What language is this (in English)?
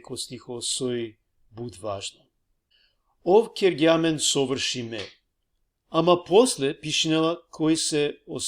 Balkan Romani